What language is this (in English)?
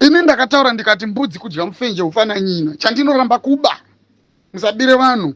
Shona